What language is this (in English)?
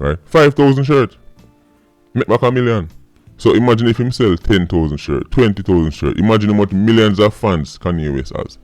Jamaican Creole English